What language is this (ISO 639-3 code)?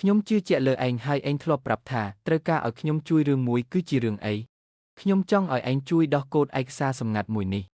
khm